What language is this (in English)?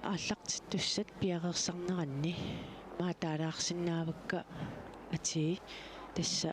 Kalaallisut